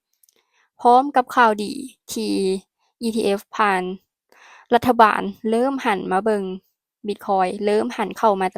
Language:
Lao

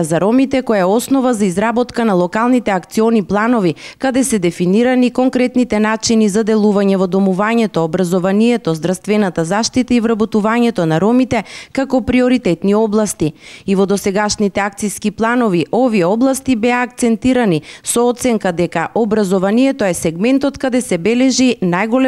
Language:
Macedonian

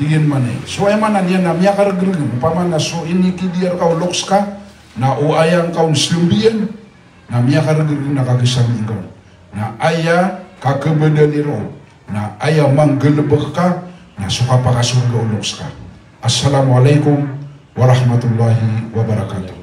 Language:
Maranao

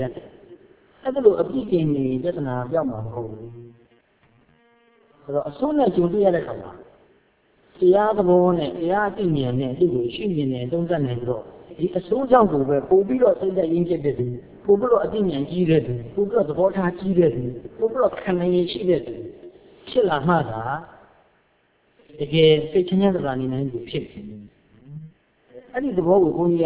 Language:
Burmese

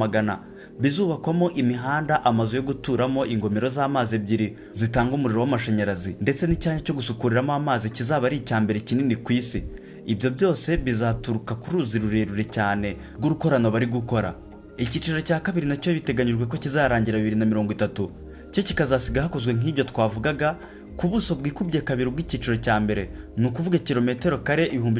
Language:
Kinyarwanda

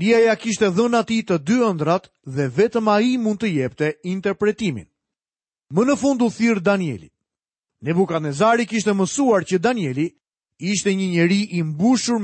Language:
Albanian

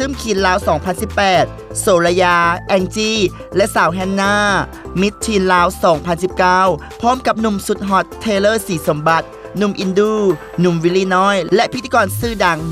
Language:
Lao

